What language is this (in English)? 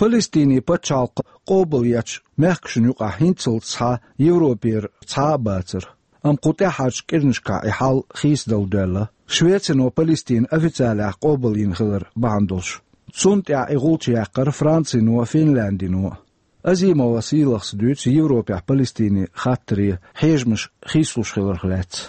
Chechen